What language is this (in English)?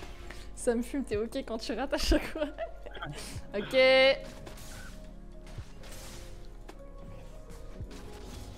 French